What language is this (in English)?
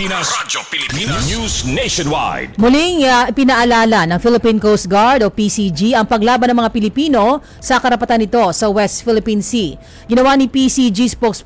Filipino